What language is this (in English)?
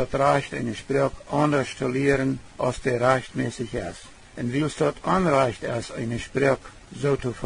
Plautdietsch